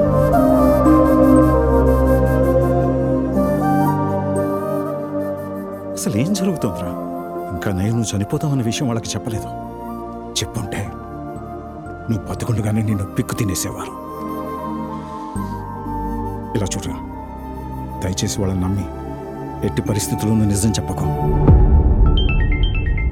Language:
Telugu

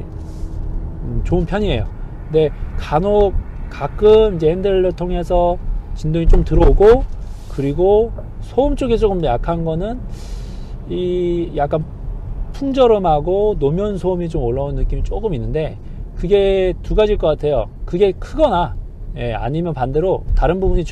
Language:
Korean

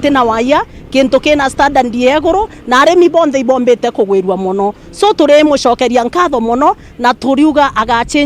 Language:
Meru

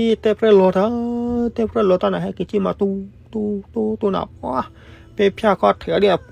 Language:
S'gaw Karen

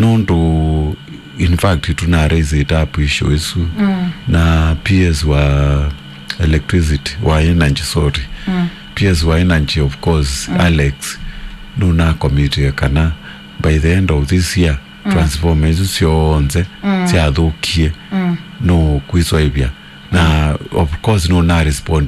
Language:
Kamba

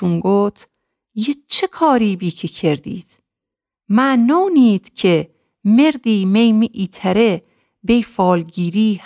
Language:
Gilaki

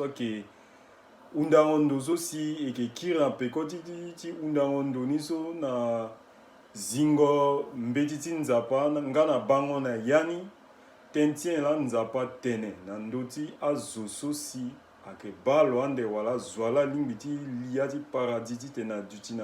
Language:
Sango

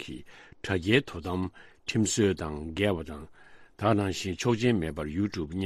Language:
Tibetan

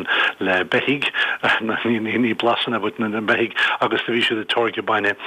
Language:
Irish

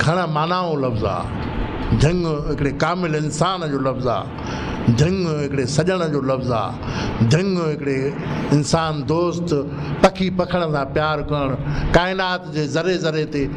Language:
Sindhi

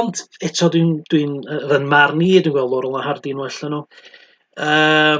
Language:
Welsh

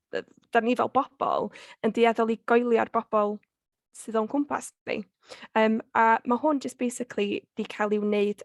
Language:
Welsh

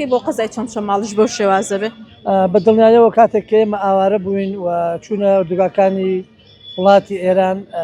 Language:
Central Kurdish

